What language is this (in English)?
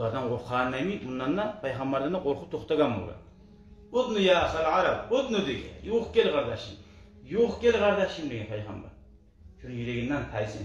Kumyk